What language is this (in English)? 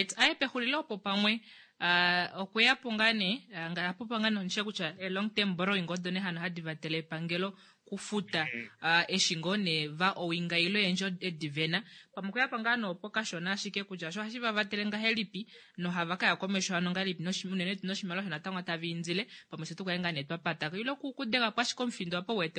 Kuanyama